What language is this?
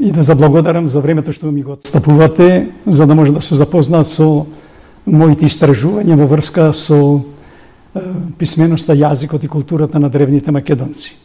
Macedonian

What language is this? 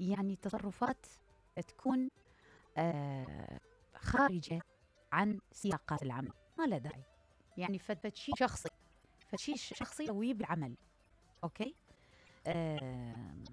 Mesopotamian Arabic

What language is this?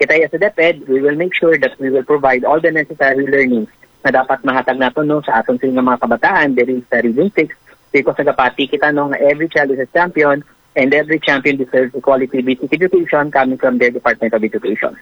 Hiligaynon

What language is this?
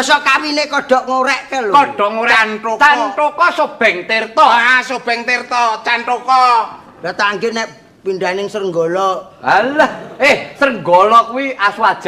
Javanese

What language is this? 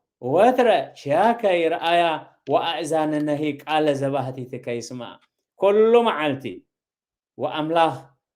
Tigrinya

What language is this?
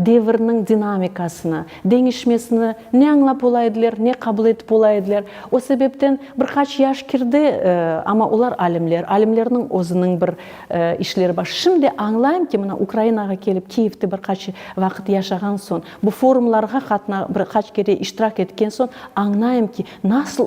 Crimean Tatar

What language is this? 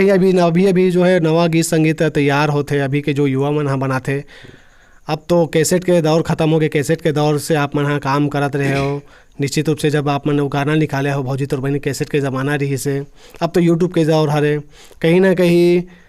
Chhattisgarhi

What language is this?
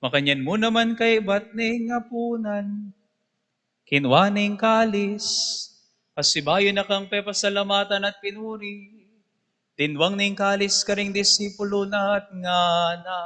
Pampanga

